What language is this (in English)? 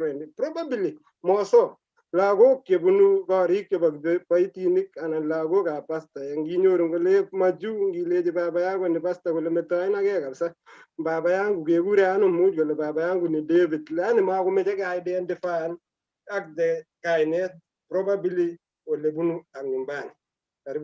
Kalenjin